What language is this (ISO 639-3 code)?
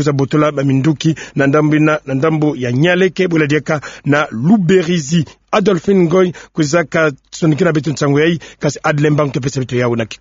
ktu